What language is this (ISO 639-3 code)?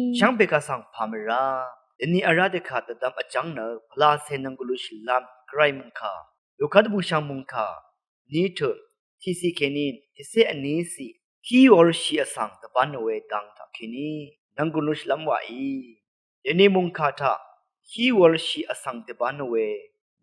raw